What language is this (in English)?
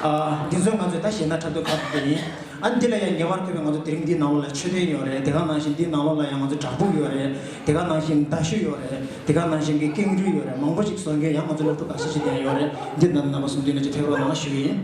Tibetan